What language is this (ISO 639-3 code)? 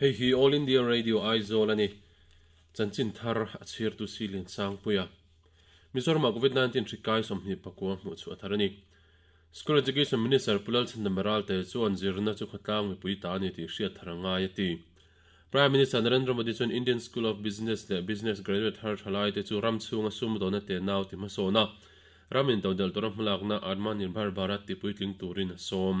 lus